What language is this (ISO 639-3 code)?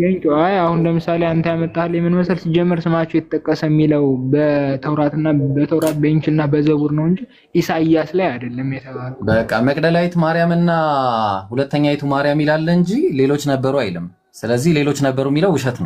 amh